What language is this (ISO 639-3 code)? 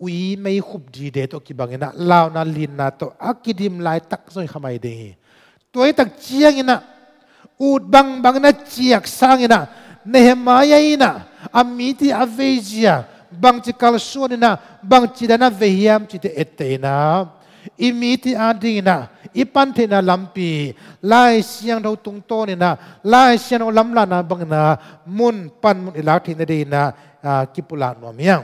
ctd